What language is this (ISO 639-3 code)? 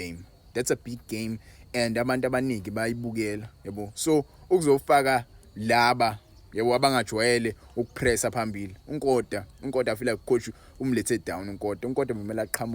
zul